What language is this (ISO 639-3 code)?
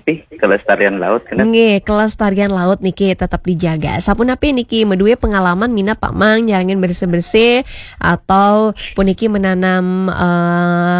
ban